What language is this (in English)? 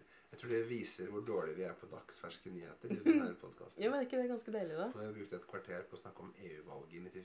Norwegian